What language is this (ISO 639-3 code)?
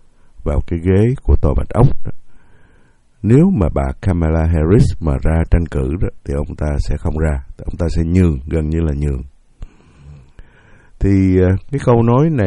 vie